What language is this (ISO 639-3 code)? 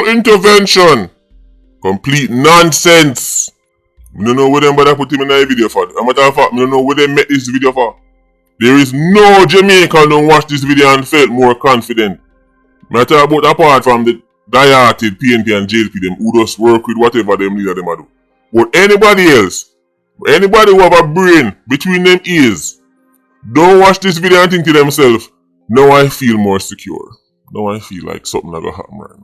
jam